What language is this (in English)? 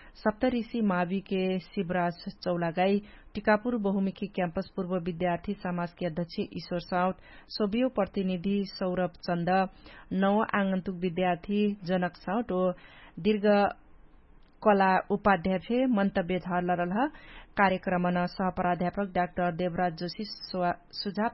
Dangaura Tharu